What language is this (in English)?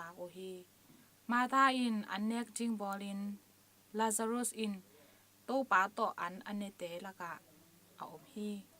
Tedim Chin